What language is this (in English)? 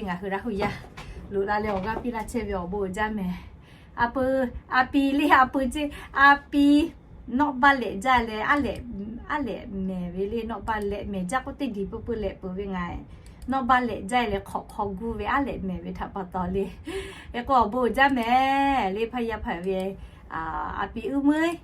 Lahu